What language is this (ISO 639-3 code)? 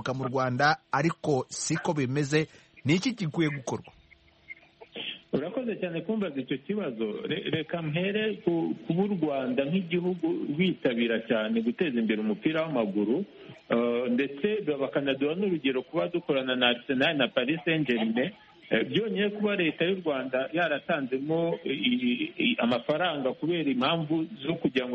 kin